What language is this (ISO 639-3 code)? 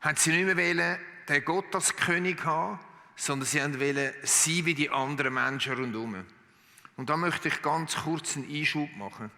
gsw